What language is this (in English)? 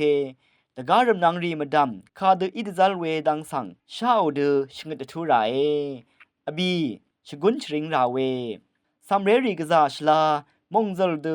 Rawang